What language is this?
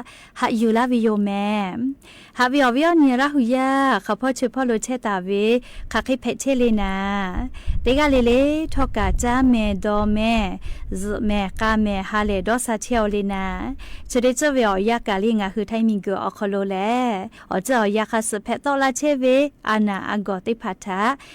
Lahu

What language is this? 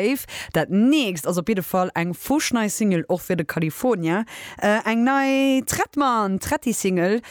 Luxembourgish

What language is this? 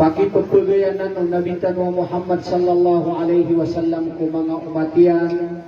Maranao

